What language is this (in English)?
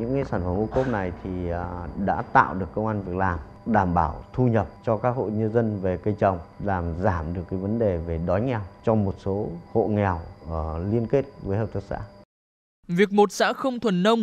Vietnamese